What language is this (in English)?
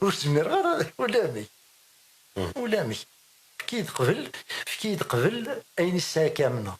Kabyle